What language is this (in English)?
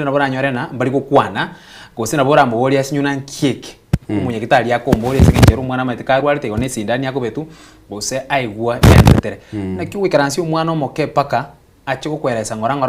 Gusii